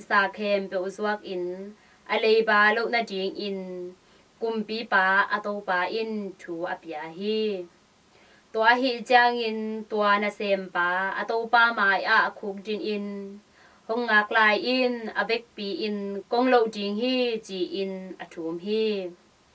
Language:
Tedim Chin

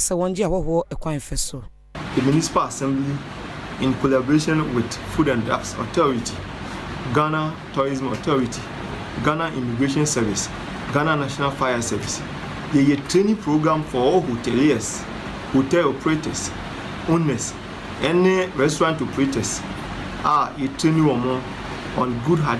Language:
Akan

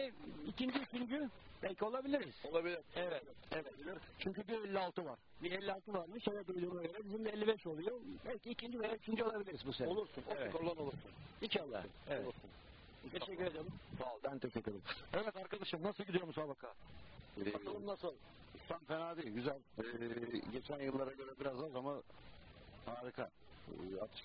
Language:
Turkish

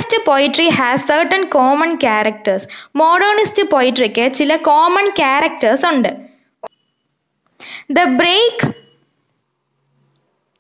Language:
Malayalam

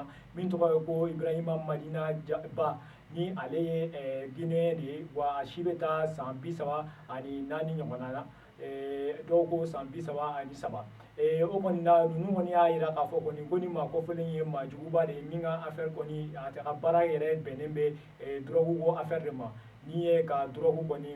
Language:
Bambara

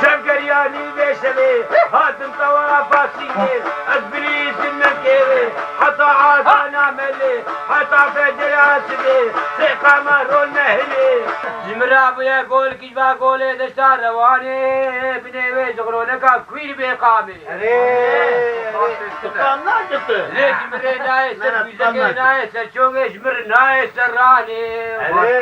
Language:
Kurdish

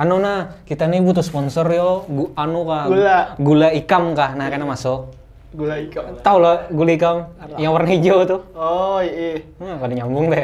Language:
Banjar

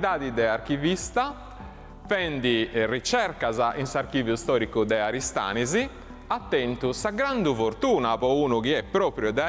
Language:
Sardinian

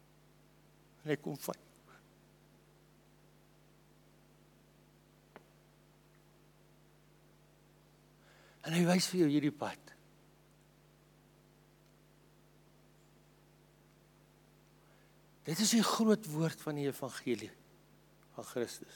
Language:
Afrikaans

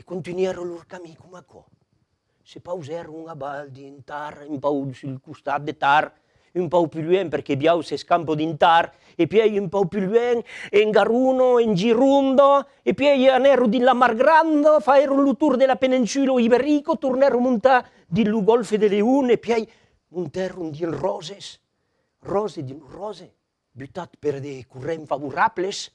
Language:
Occitan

